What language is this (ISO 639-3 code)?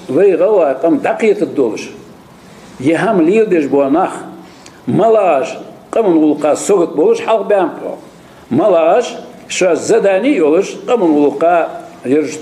inh